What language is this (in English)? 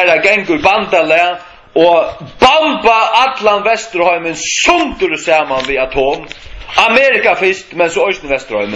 Faroese